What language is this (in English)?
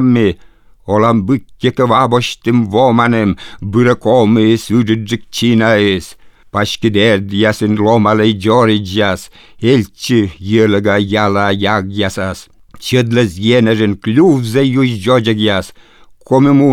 Lithuanian